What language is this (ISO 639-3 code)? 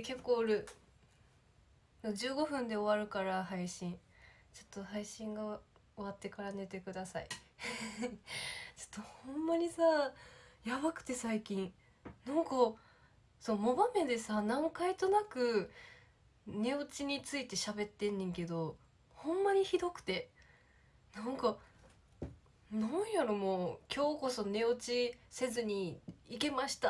jpn